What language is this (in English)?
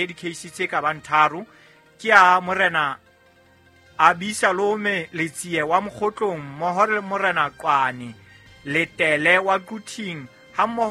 Southern Sotho